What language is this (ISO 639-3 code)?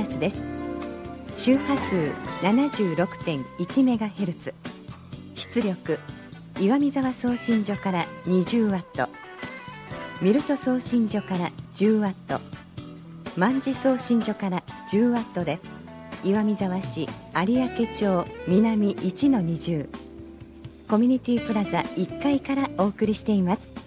jpn